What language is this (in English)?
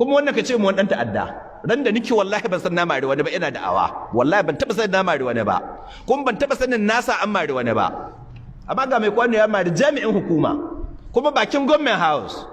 Hausa